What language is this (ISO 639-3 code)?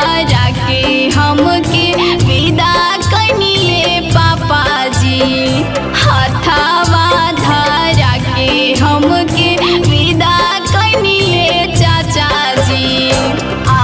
bho